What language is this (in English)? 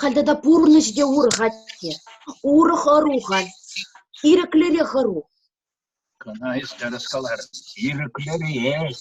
Chuvash